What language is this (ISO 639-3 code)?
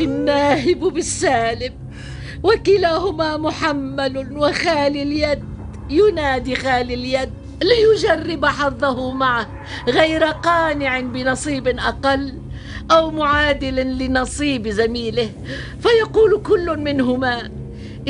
ara